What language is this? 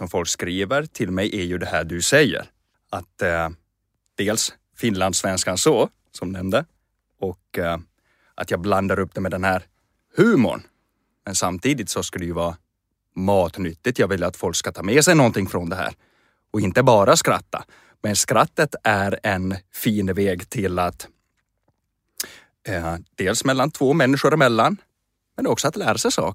Swedish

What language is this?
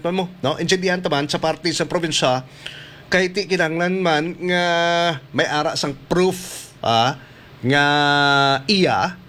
Hiligaynon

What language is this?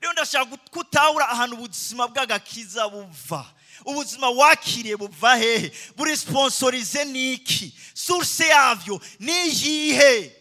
Rundi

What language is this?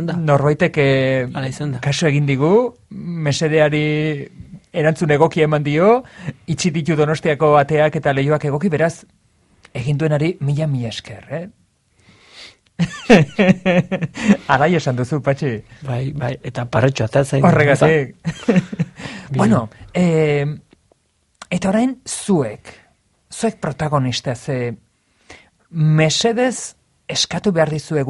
Basque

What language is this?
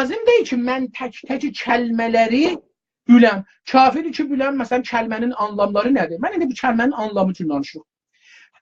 South Azerbaijani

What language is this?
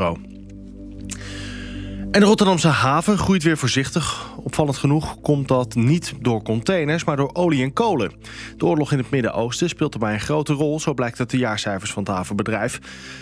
Dutch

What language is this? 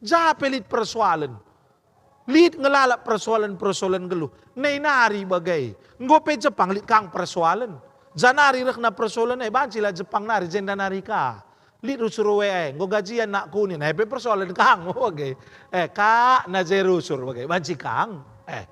Batak Karo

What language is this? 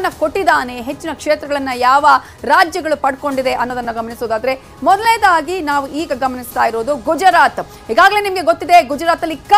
Kannada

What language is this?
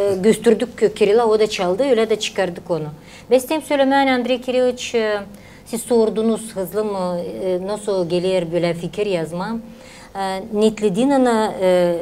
Gagauz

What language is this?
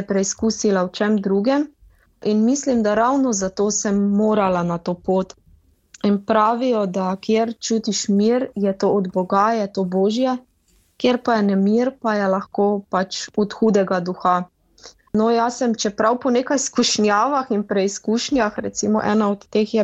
Slovenian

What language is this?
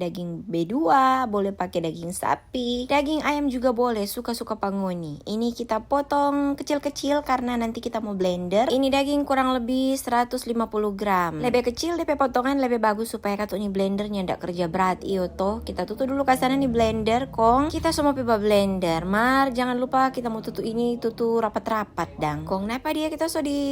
Manado Malay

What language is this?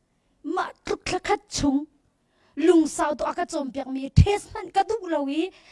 Hakha Chin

